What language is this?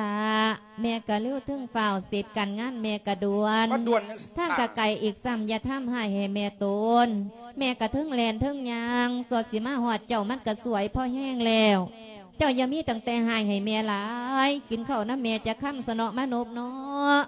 Lao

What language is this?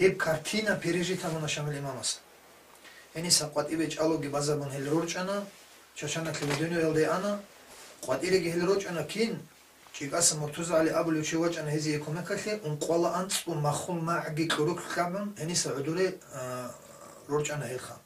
Avaric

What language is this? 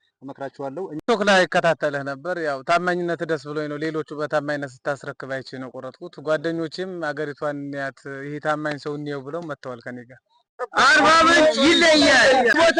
Amharic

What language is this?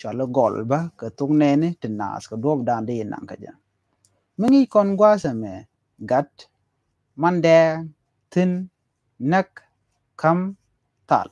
Nuer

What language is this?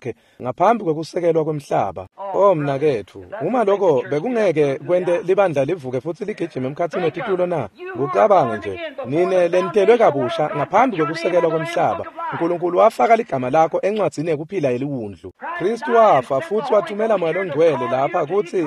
Swati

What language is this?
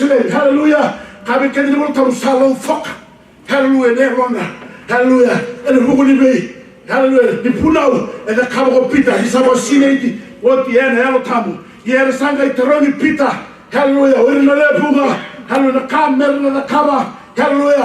Fijian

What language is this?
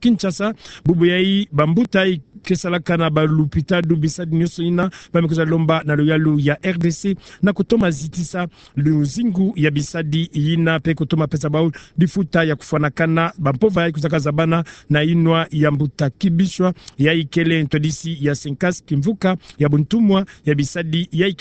Kituba (Democratic Republic of Congo)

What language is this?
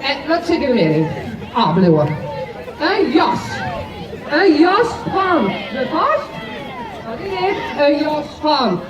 Western Frisian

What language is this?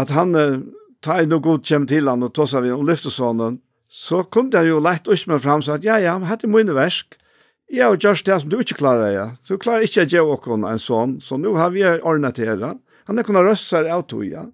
Faroese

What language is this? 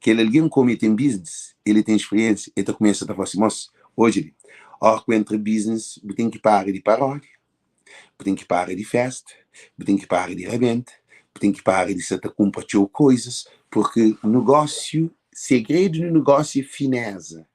Kabuverdianu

